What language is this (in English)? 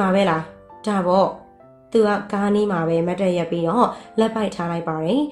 Burmese